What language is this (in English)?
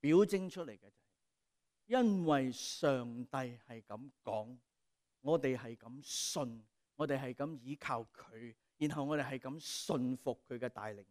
Cantonese